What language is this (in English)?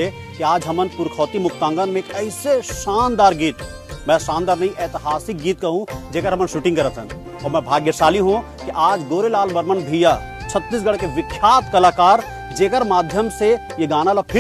Chhattisgarhi